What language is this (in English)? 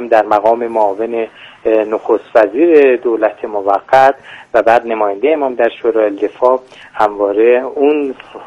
Persian